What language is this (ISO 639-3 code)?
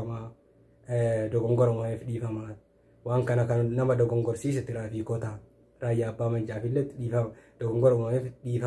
orm